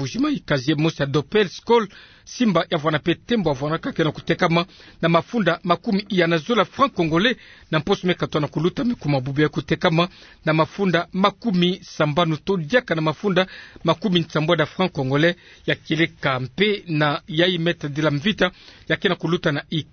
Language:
Kituba (Democratic Republic of Congo)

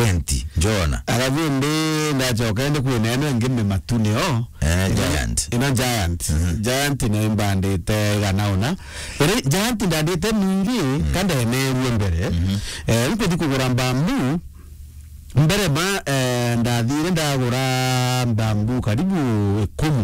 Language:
Meru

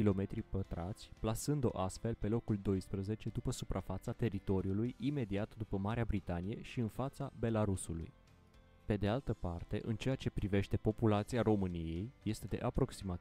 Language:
Romanian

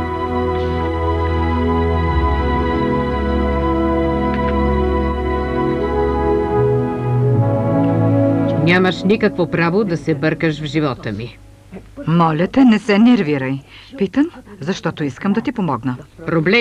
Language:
Bulgarian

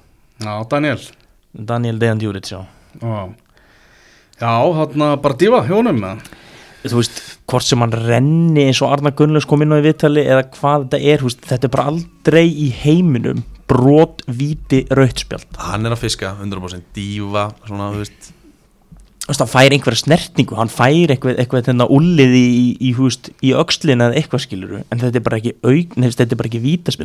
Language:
Icelandic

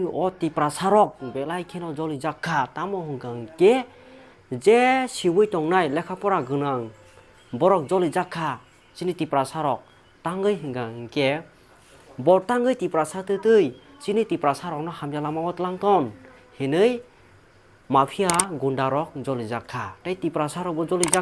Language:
Kok Borok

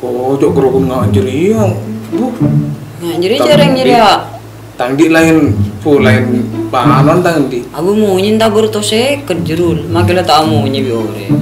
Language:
Madurese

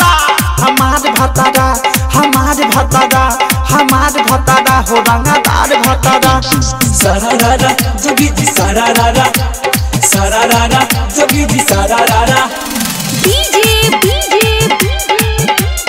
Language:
Bhojpuri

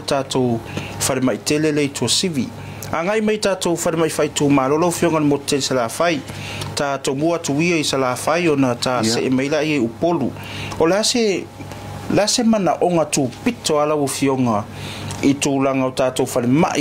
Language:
Samoan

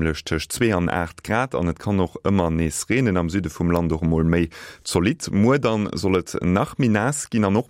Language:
Luxembourgish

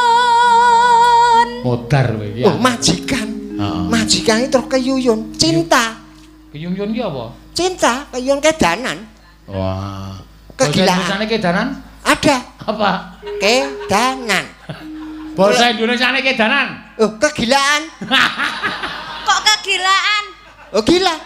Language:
Javanese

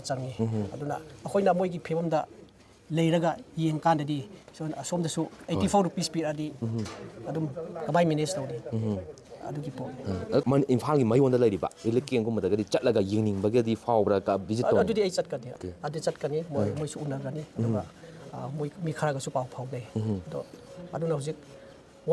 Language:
Manipuri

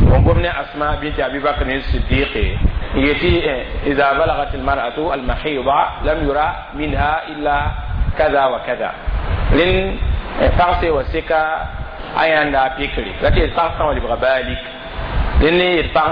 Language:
Mossi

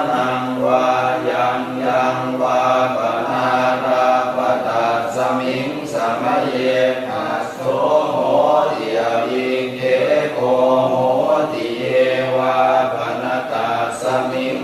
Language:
Pali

